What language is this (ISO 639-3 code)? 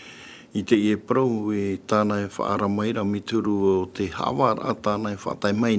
tah